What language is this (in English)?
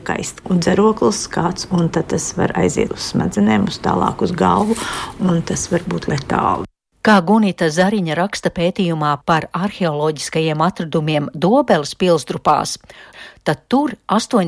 Latvian